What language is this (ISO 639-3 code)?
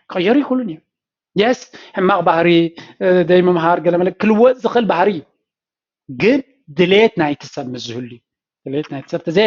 tir